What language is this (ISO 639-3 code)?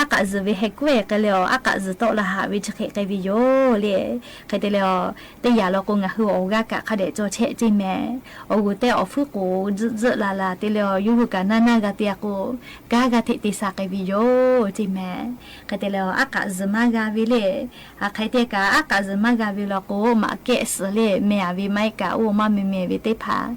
lhu